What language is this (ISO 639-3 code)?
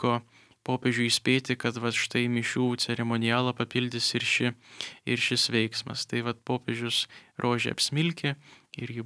lit